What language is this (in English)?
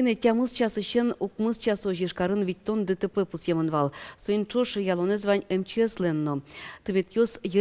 Udmurt